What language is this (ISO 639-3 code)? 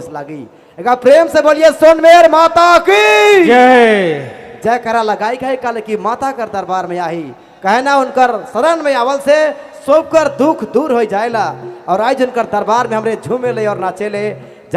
sck